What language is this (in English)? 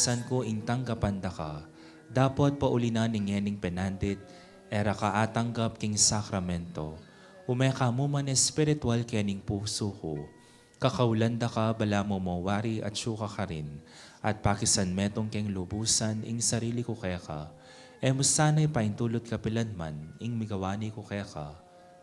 Pampanga